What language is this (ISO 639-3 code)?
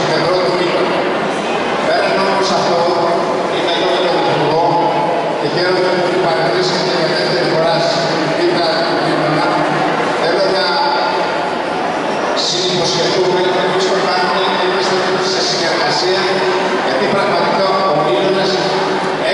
ell